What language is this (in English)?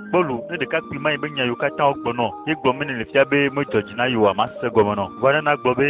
Ewe